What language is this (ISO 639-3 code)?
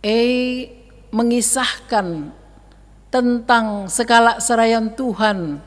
btx